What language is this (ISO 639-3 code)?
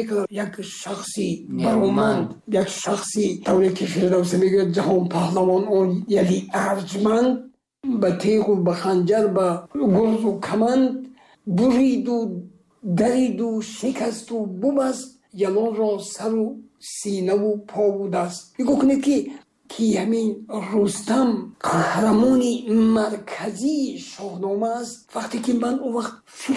tgk